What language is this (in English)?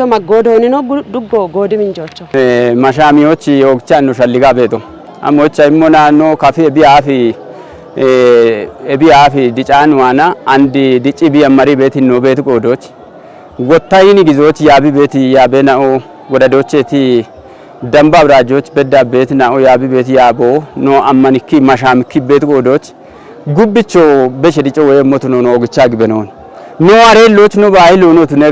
Kafa